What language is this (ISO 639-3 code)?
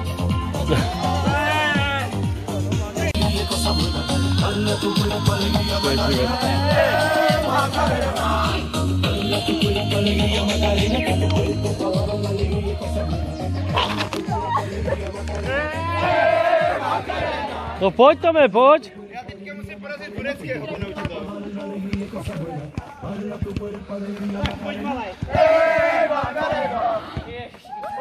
ces